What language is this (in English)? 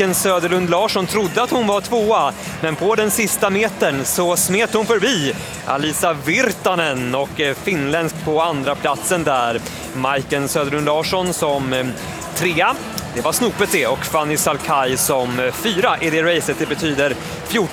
Swedish